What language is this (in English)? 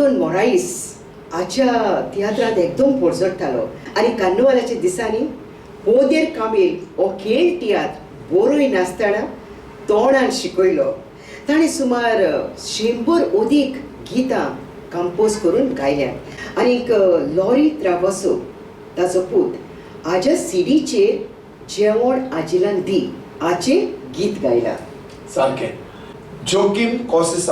Konkani